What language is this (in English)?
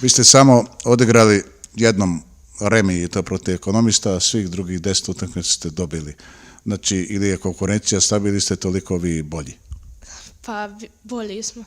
Bosnian